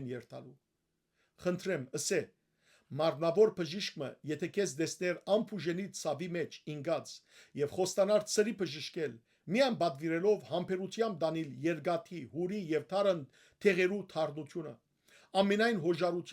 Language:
Western Armenian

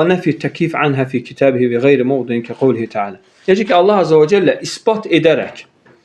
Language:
Azerbaijani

